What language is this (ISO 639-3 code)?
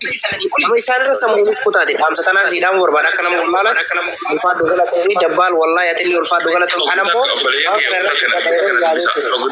orm